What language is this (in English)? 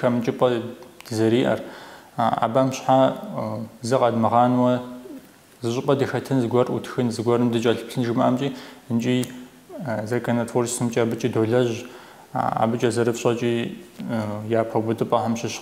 Kabardian